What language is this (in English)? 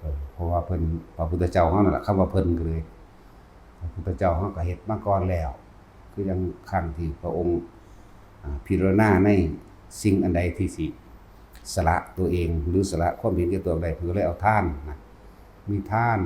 Northeastern Thai